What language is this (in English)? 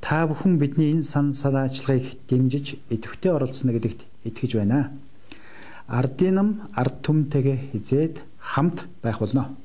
Mongolian